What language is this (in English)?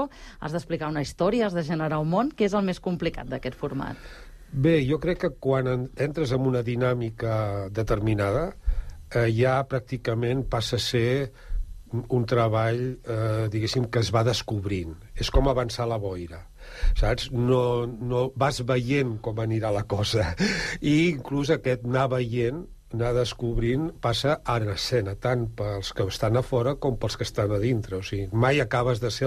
Catalan